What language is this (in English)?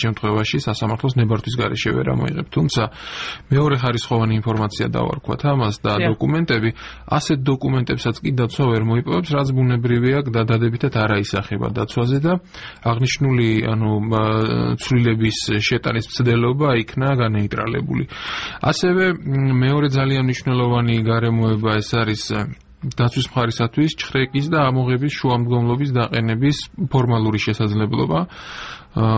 Georgian